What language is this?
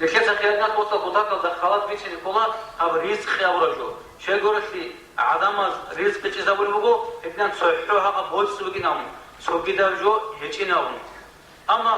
Avaric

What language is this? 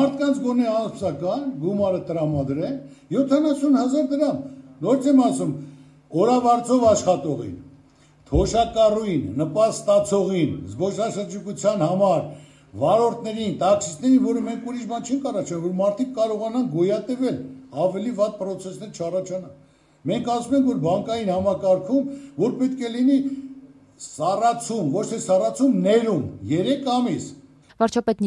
Armenian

